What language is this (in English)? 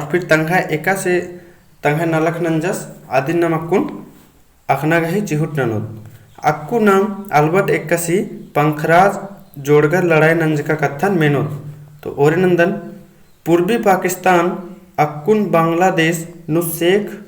Kurukh